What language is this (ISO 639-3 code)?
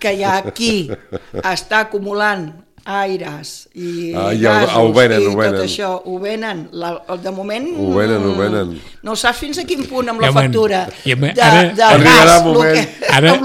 cat